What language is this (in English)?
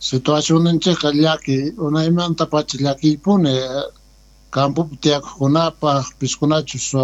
South Bolivian Quechua